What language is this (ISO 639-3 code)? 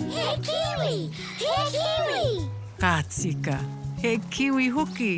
mri